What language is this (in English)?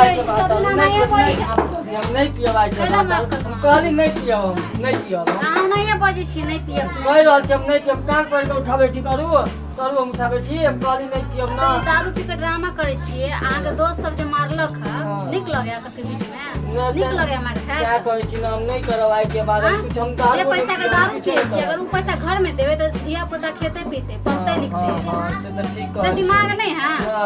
Maithili